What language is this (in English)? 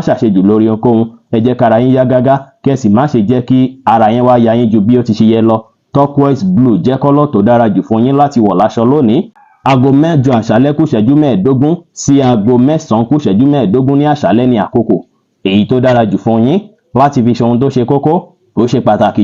Yoruba